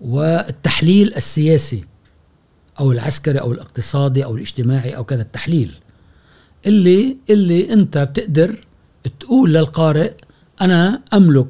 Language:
Gulf Arabic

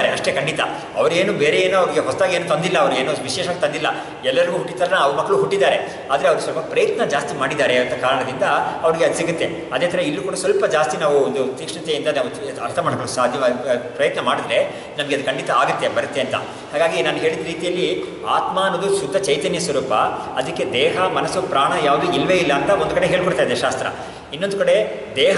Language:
Kannada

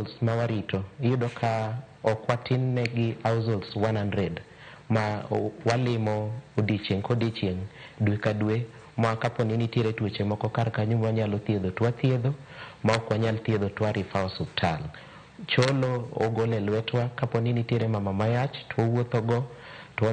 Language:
Luo (Kenya and Tanzania)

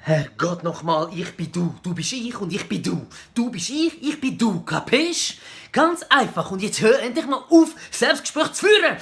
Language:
Swiss German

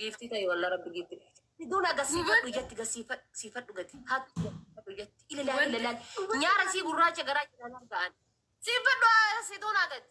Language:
Oromo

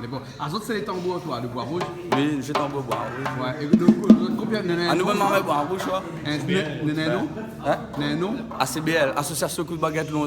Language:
Réunion Creole French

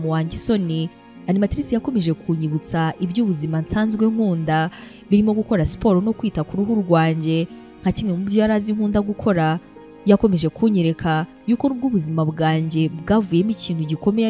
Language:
Kinyarwanda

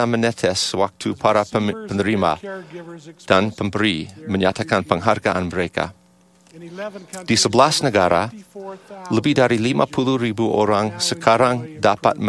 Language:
Indonesian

